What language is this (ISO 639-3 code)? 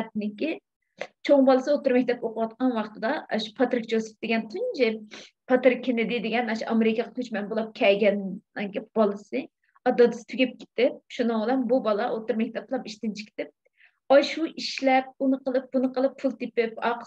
uig